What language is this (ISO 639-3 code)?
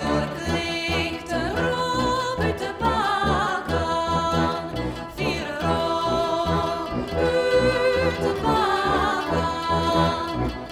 fry